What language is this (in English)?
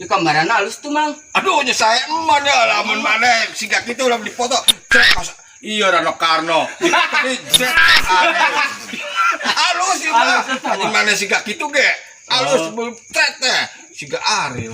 Sundanese